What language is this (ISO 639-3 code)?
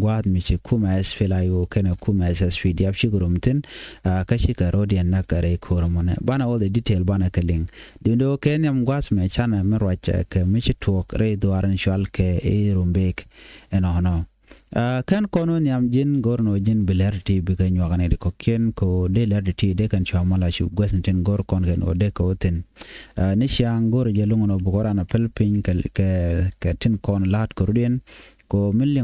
nus